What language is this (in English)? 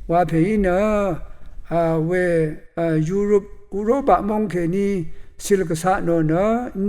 Rawang